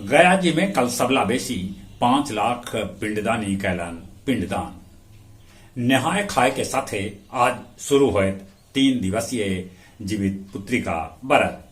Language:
Magahi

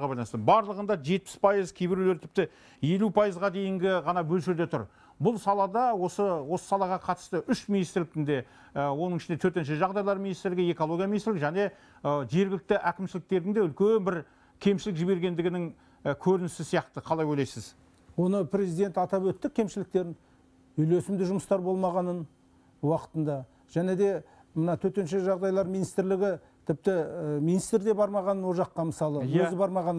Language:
Kazakh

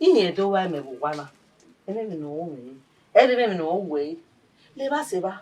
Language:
Bini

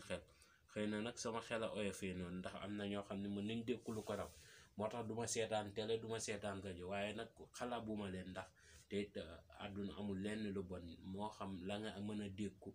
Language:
Wolof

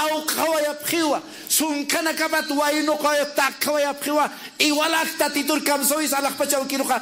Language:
Aymara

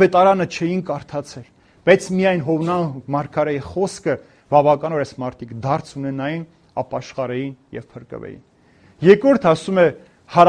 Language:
Armenian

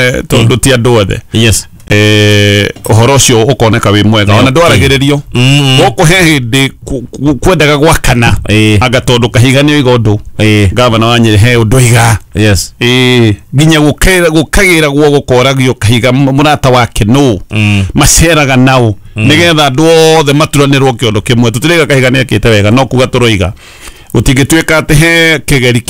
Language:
Kikuyu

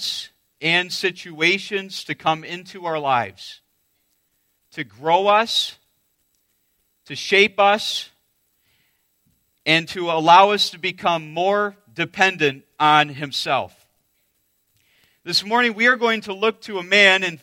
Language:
English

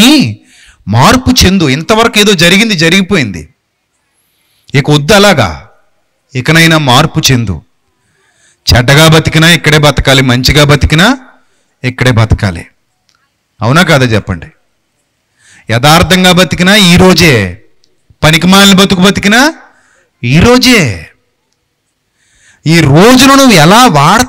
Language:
Telugu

